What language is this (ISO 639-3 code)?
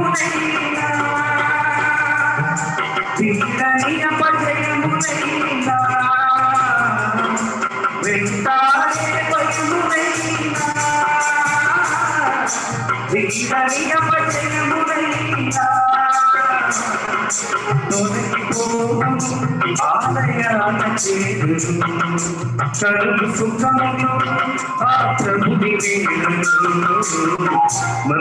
tel